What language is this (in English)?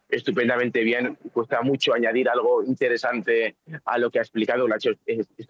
Spanish